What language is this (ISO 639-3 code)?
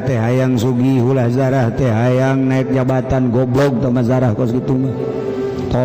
sun